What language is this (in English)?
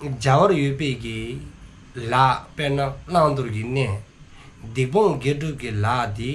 Dzongkha